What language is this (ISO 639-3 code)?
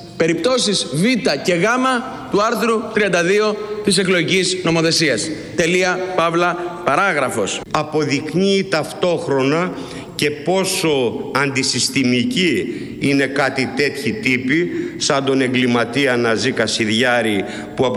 ell